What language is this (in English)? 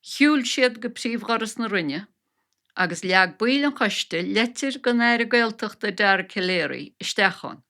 Irish